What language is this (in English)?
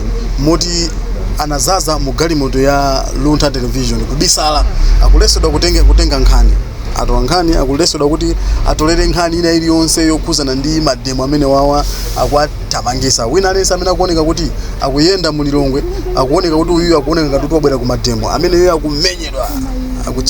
Nyanja